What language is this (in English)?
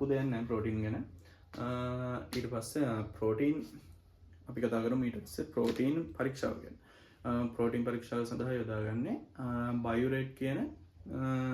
Sinhala